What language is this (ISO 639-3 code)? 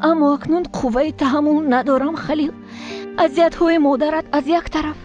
tgk